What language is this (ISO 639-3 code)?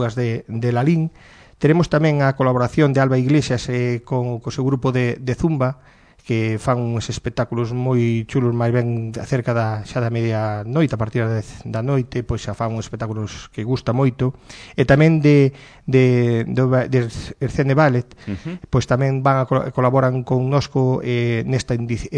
glg